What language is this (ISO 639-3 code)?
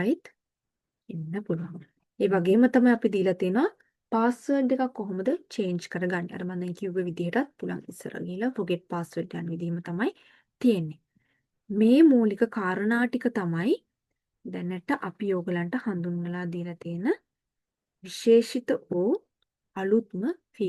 sin